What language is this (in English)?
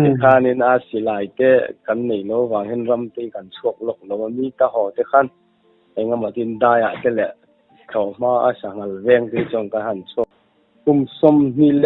Mizo